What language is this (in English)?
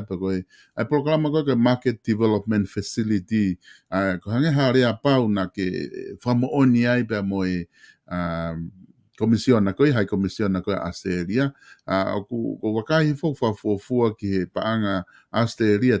Tongan